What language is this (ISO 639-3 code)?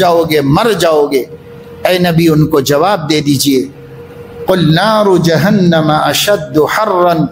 urd